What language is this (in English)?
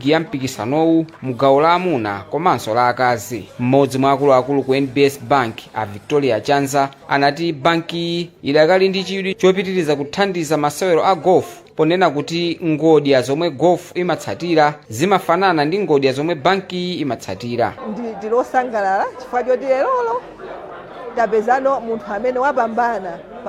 Nyanja